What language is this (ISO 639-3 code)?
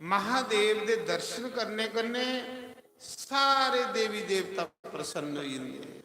doi